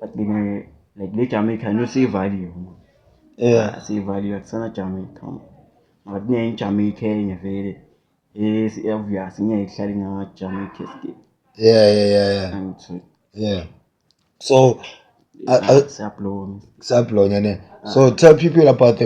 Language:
Zulu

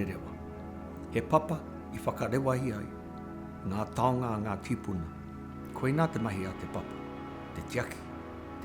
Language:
Māori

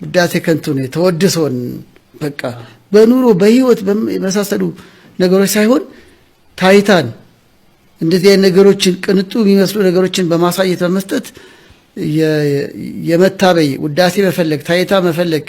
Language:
Amharic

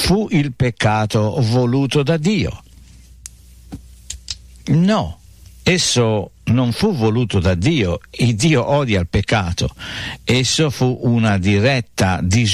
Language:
Italian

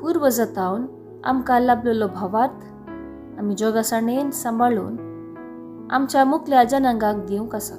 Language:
Konkani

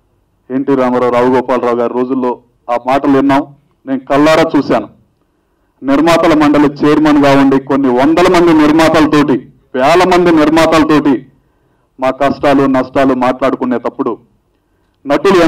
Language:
Telugu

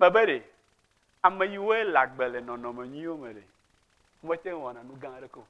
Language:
Ewe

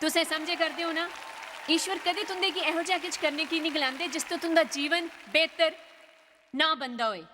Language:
Dogri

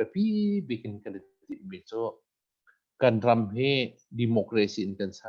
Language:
Hakha Chin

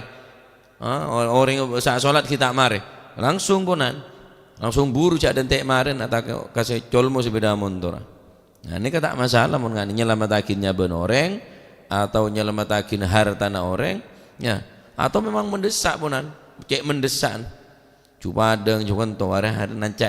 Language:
Madurese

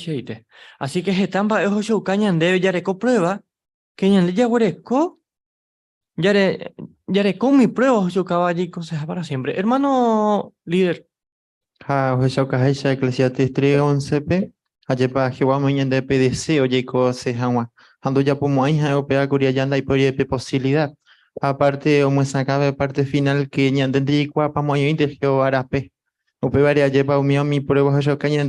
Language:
Guarani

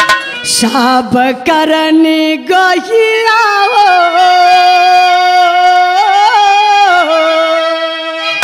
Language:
Bhojpuri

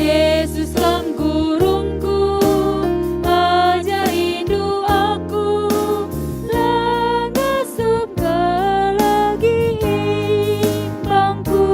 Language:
Batak Karo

